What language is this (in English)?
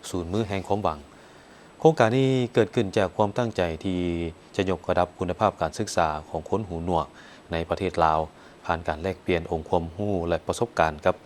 Lao